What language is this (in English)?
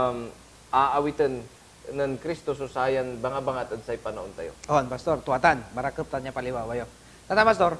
Pangasinan